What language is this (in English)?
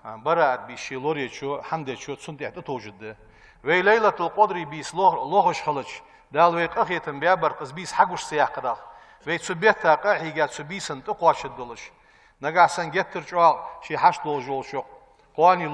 Ingush